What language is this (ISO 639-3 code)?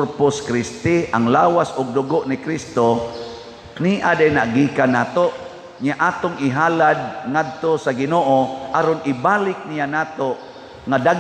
ceb